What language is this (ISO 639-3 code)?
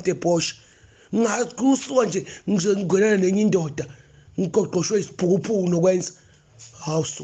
zul